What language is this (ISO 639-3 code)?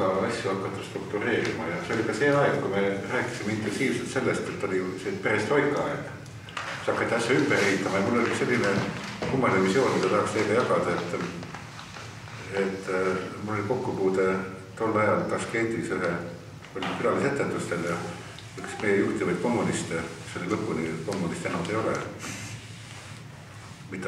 est